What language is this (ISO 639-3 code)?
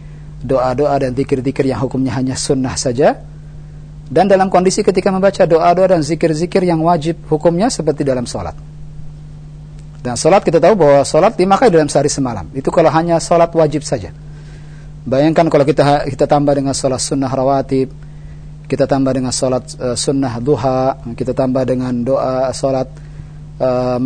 ind